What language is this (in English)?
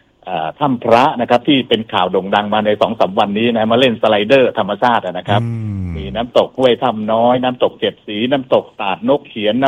Thai